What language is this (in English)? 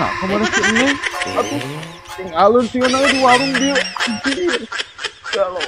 Sundanese